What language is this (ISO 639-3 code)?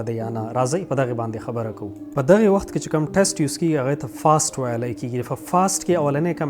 pus